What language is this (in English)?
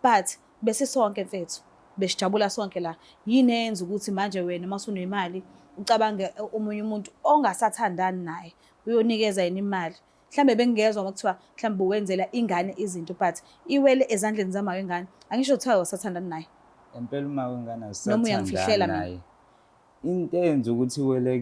Zulu